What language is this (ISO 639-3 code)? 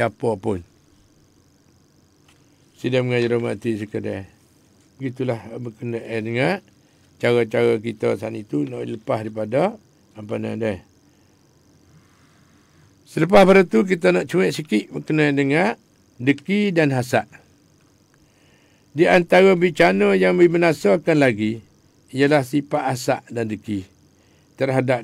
msa